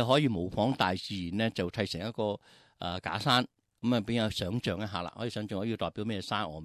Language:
Cantonese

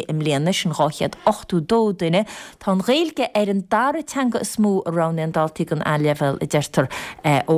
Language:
Irish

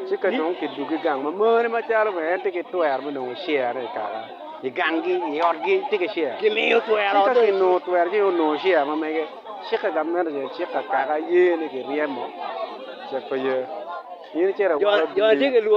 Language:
Acoli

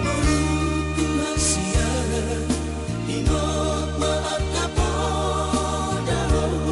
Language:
Batak Toba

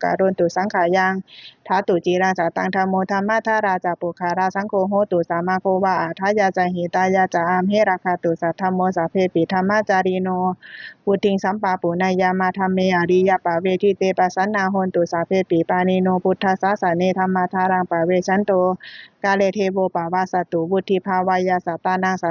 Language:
Pali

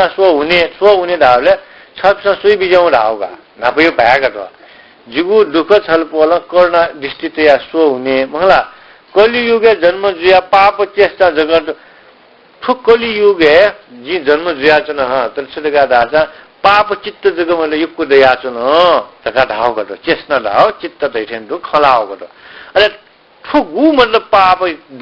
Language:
Newari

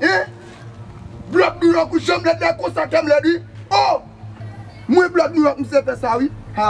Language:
Haitian Creole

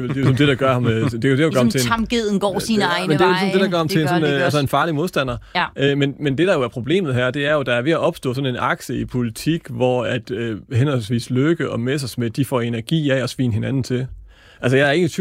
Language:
Danish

